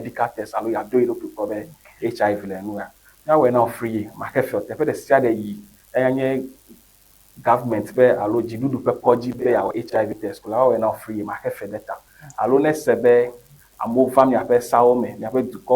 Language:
Ewe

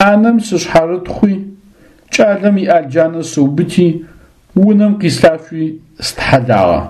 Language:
Adyghe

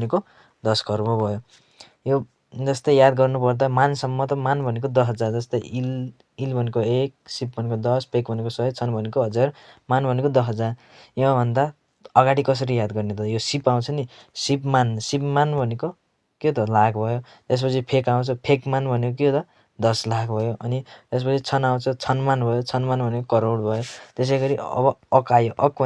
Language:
Nepali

